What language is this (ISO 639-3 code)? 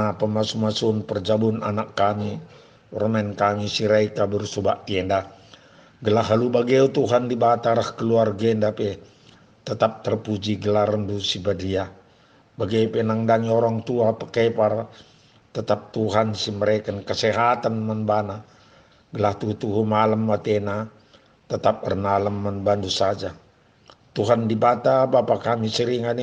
btx